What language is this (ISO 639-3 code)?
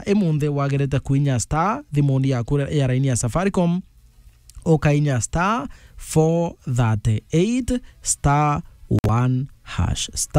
mer